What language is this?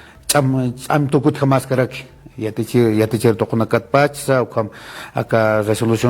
Aymara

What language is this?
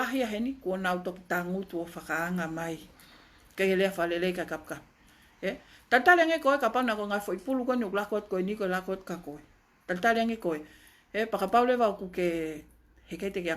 Tongan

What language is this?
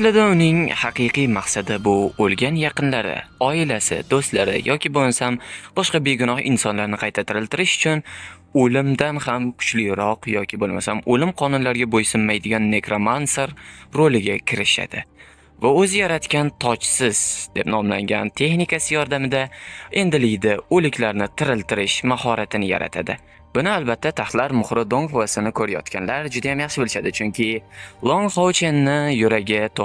Uzbek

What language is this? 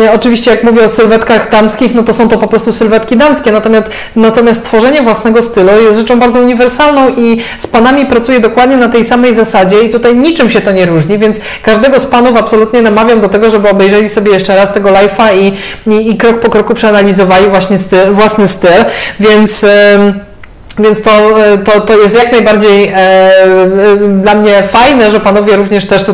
Polish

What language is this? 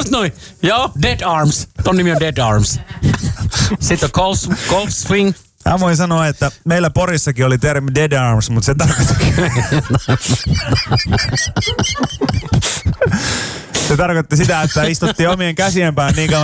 Finnish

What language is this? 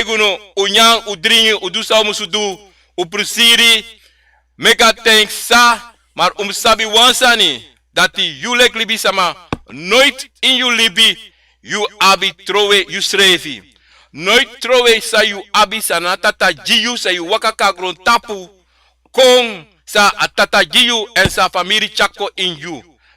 Sranan Tongo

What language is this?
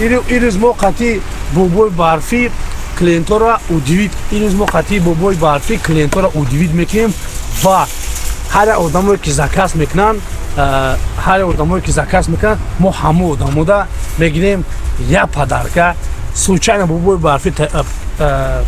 Tajik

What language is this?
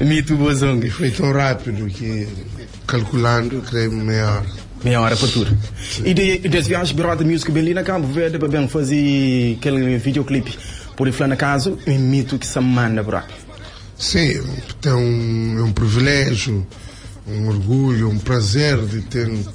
Kabuverdianu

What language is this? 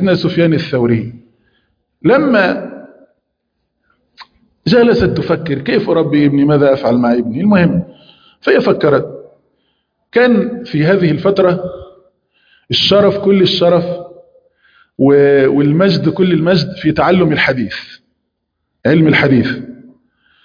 Arabic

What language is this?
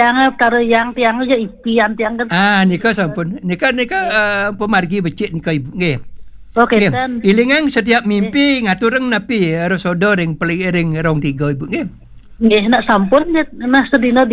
Balinese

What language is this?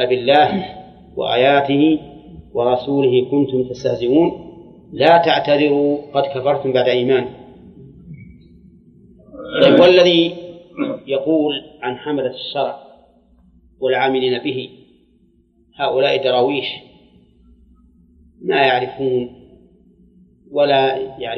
Arabic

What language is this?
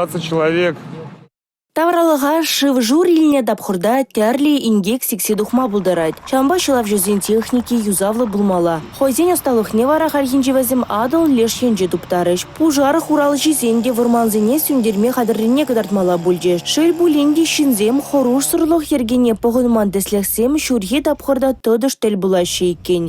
Chuvash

